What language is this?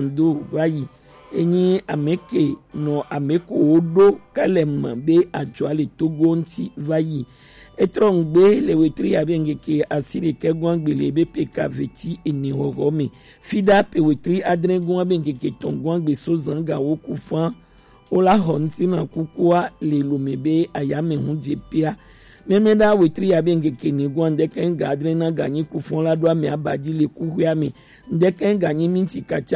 Gen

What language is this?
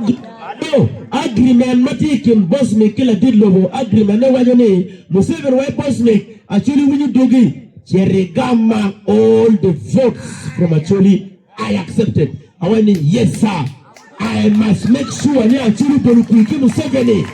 Acoli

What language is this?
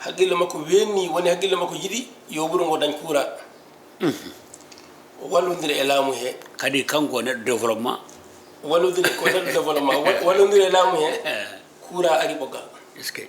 Fula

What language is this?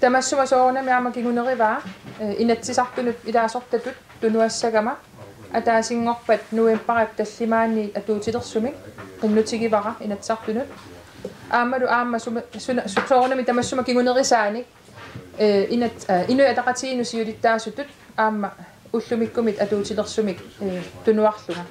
Kalaallisut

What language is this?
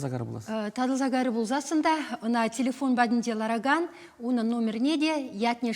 Chuvash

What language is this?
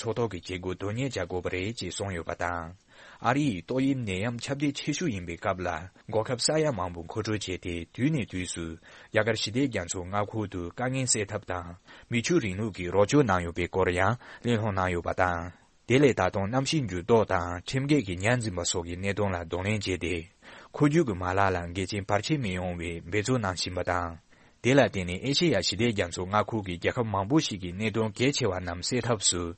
Tibetan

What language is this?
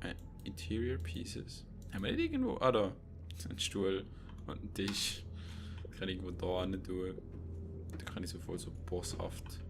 Swiss German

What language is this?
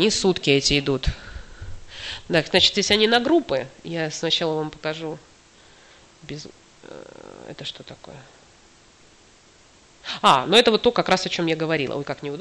Russian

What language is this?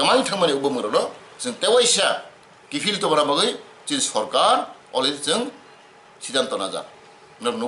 Kok Borok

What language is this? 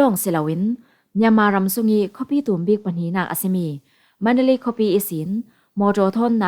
Falam Chin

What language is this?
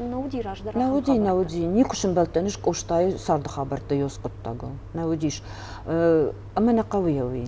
Ossetic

